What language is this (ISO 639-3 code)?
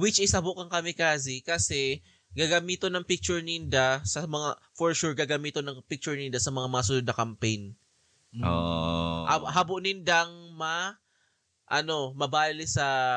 bik